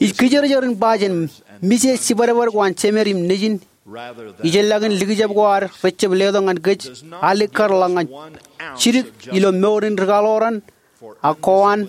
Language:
Marshallese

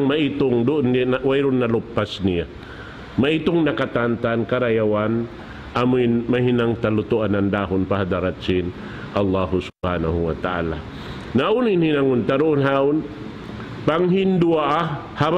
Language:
Tausug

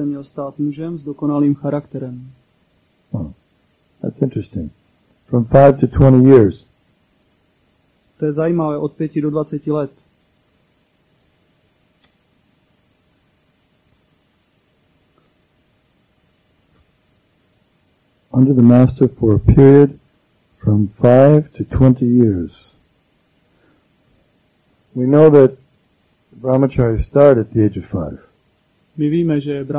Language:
Czech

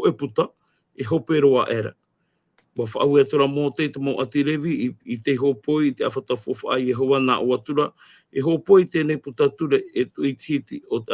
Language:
Tahitian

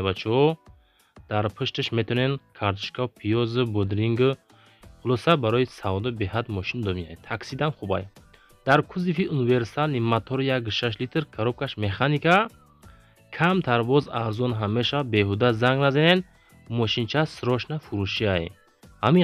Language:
Tajik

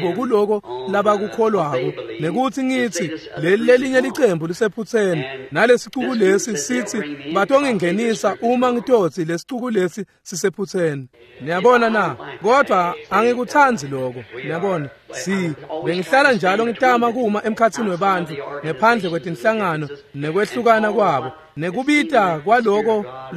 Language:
Swati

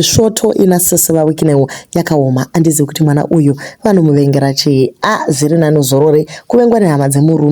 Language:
Shona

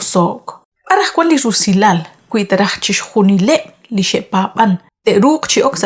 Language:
Kekchí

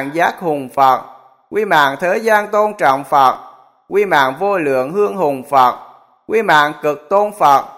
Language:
Vietnamese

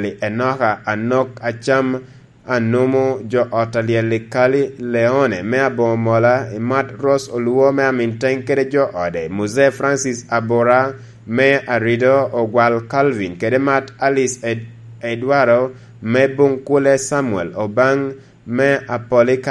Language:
Lango (Uganda)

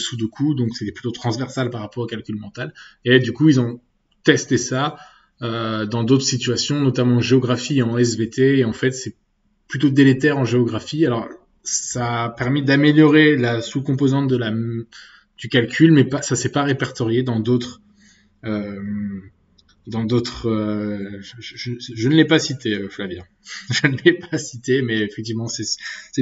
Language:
French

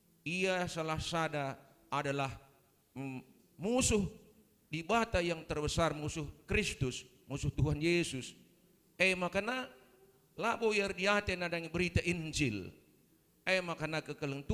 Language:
Batak Karo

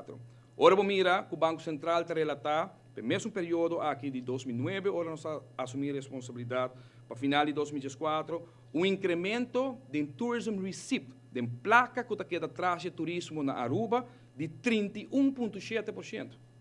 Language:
Papiamento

